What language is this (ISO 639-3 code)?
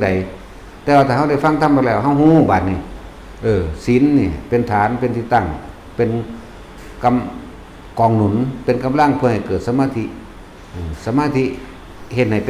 tts